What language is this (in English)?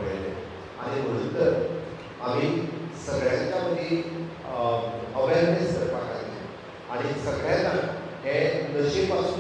Konkani